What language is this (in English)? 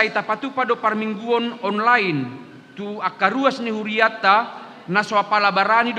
Batak Toba